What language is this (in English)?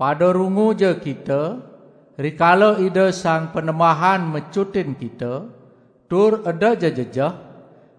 Balinese